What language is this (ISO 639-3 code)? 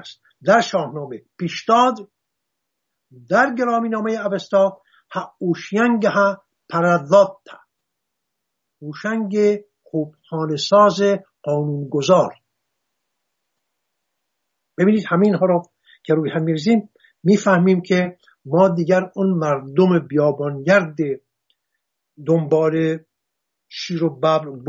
fas